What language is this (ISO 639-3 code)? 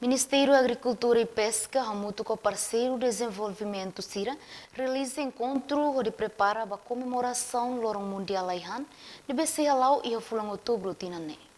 tet